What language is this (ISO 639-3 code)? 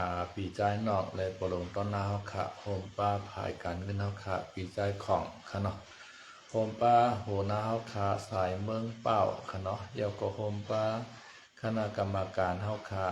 shn